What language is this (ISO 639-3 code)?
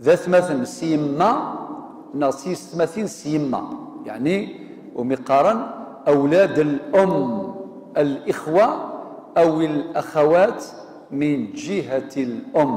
kab